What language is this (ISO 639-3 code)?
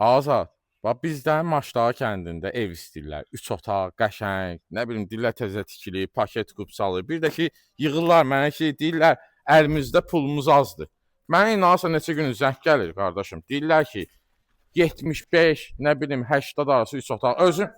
aze